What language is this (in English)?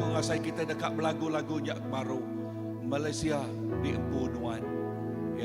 Iban